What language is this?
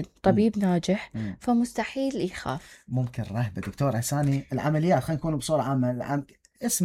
Mesopotamian Arabic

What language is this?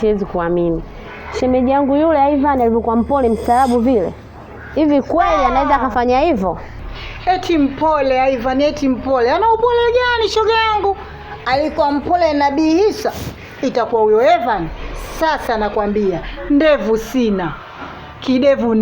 Swahili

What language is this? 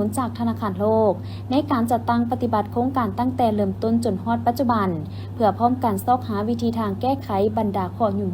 Lao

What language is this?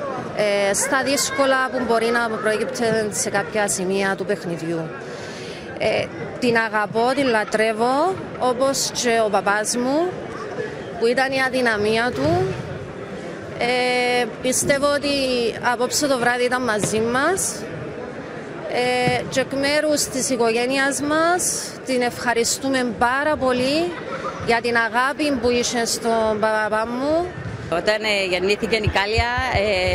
Greek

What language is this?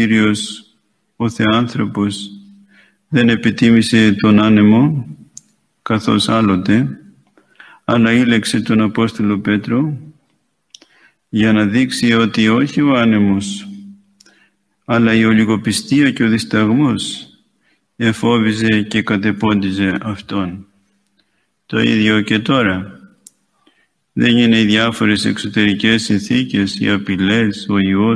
Greek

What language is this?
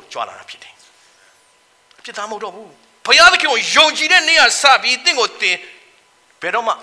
Burmese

